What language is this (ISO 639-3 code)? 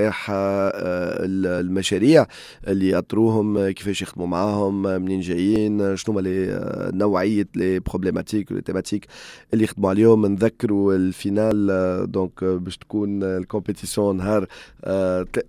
aeb